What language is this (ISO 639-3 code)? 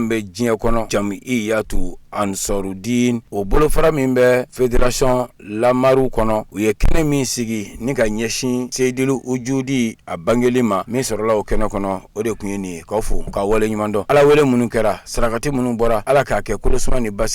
bam